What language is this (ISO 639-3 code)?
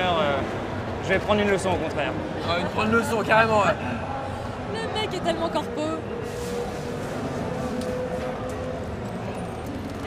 fra